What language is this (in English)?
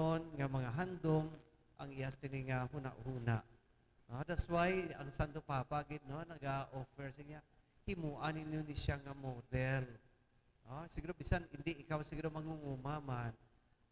Hiligaynon